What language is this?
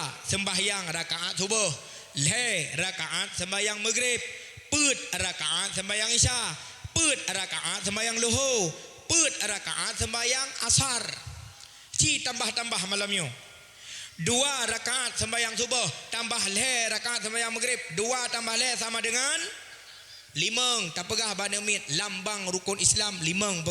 Achinese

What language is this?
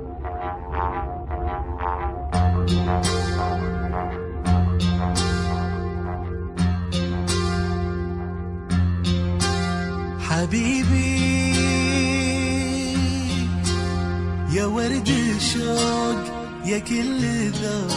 Arabic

